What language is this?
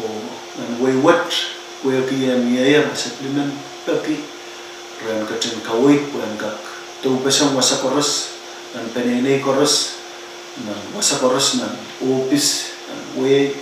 Pohnpeian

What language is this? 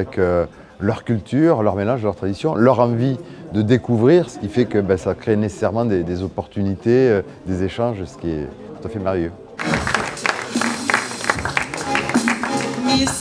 French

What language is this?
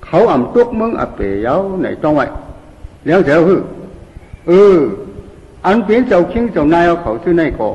Shan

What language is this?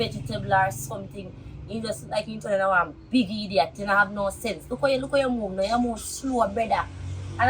Jamaican Creole English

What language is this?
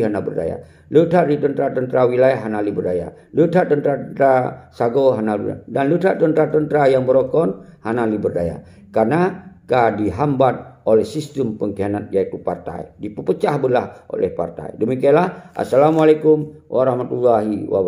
Achinese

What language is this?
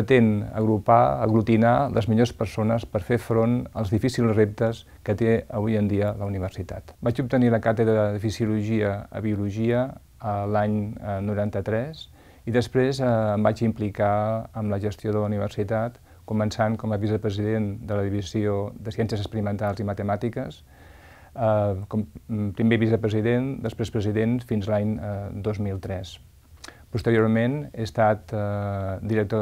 Catalan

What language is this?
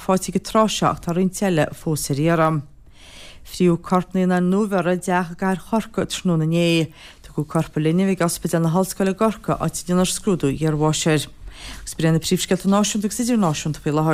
Irish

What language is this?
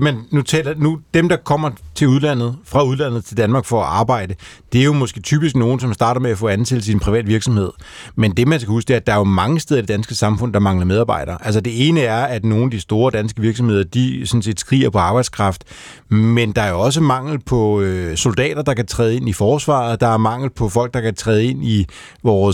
Danish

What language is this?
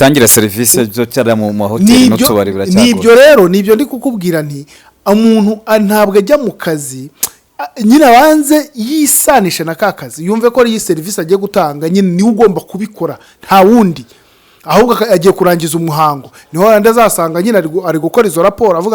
Kinyarwanda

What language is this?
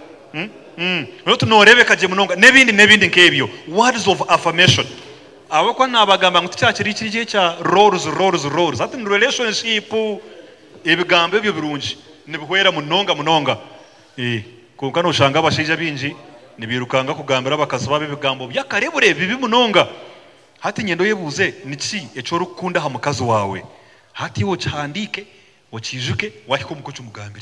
Nyankole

